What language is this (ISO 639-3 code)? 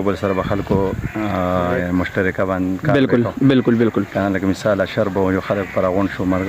pus